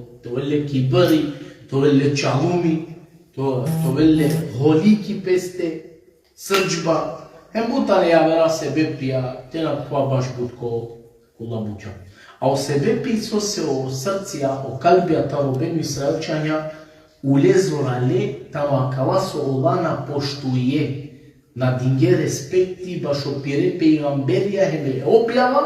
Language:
Balkan Romani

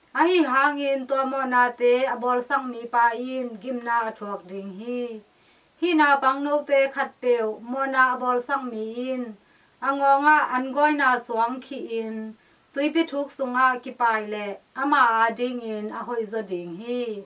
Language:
Tedim Chin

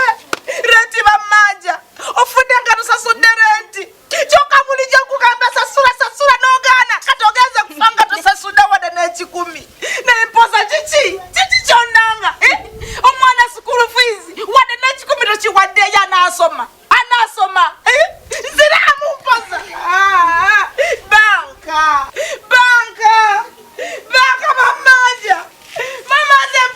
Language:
Ganda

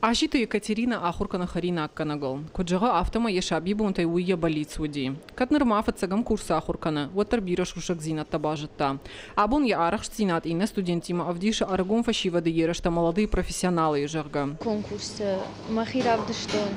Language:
Ossetic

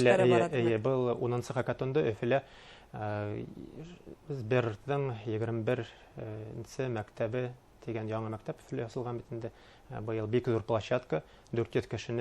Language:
Bashkir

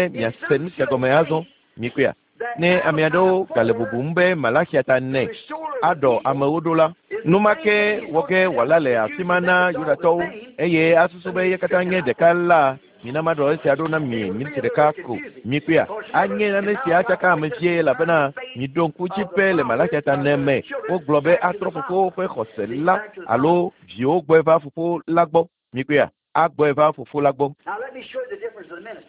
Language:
Ewe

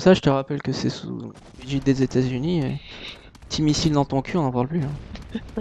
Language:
French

